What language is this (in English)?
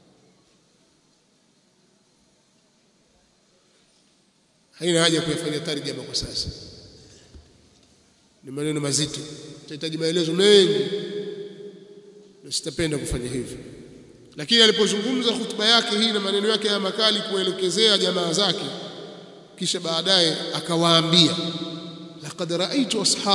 Swahili